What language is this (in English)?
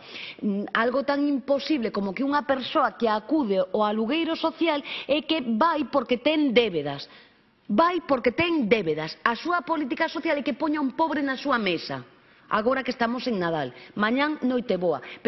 Galician